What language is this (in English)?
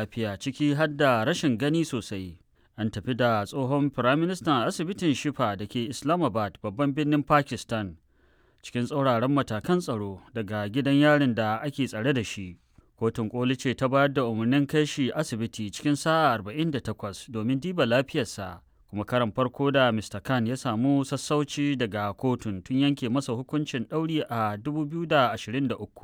Hausa